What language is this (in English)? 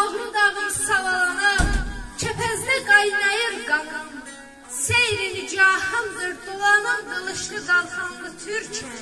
South Azerbaijani